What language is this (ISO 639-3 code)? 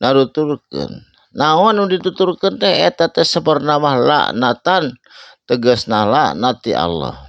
sun